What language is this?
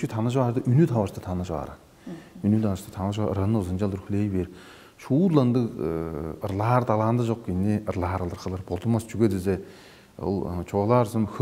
Tuvinian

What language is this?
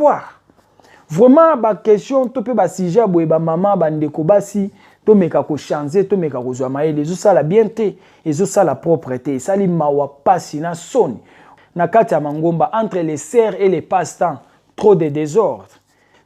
Lingala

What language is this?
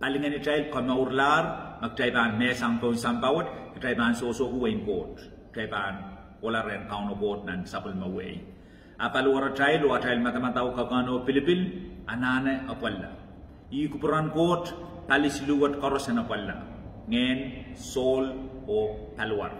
Pohnpeian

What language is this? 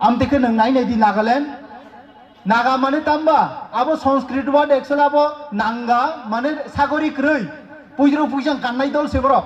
Kok Borok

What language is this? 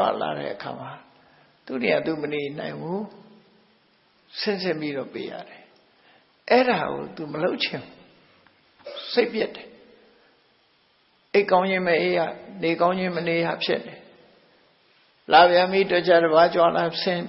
Burmese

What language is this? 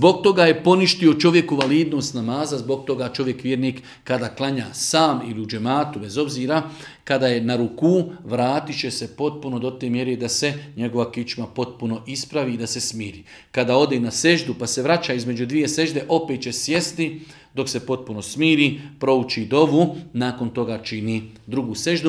Bosnian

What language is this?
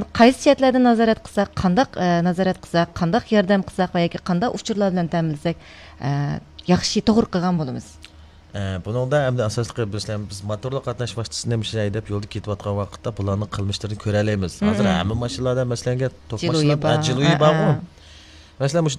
Uyghur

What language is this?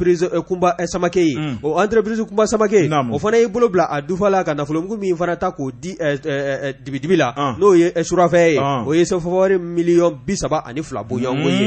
Bambara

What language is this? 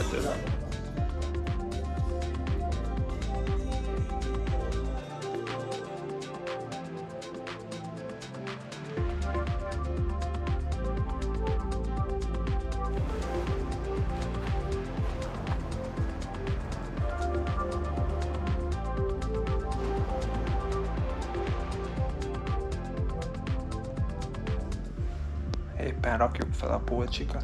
Hungarian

